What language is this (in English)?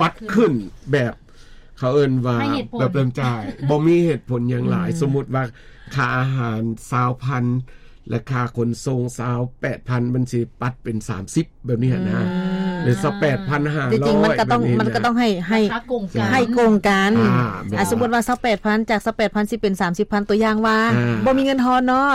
Lao